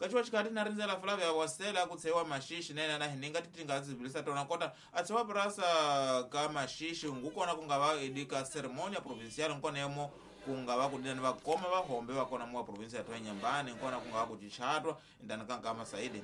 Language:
Tsonga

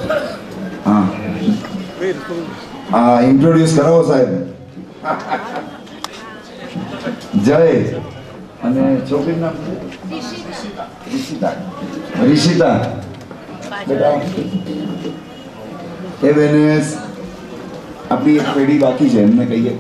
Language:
Gujarati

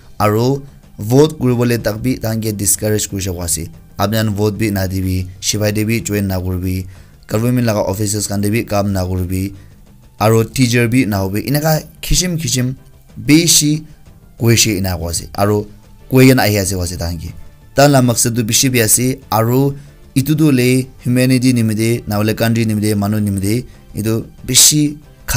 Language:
Naga Pidgin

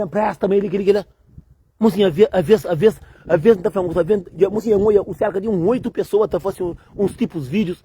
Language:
Kabuverdianu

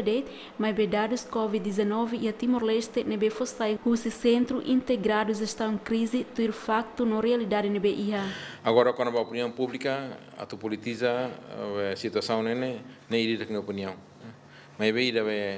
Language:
Tetum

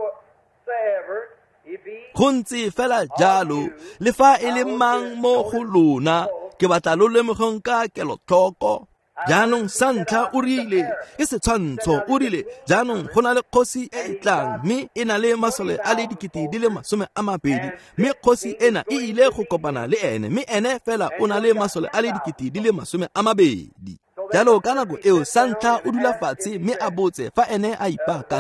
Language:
Tswana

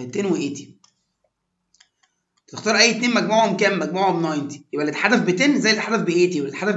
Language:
Egyptian Arabic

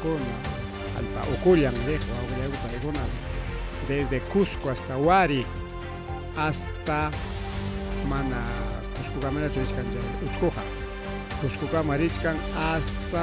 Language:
Ayacucho Quechua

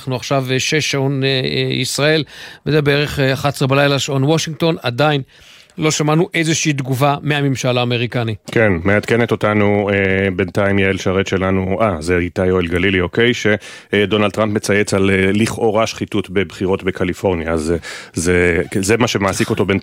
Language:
Hebrew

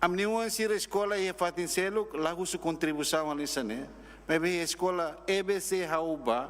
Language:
Tetum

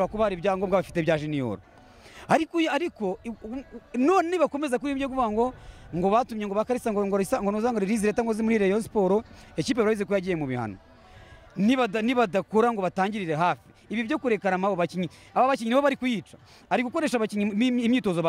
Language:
Kinyarwanda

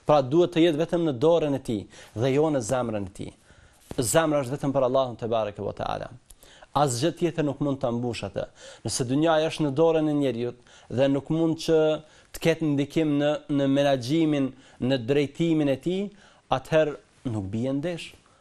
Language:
Albanian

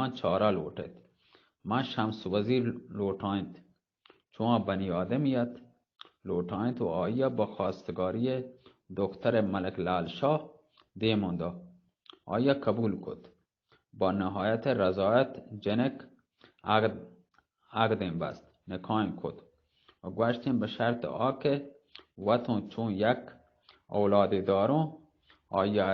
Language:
Eastern Balochi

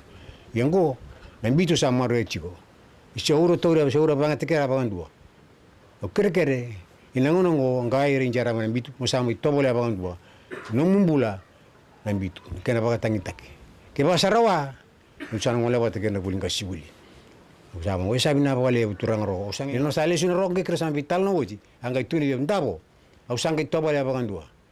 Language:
Fijian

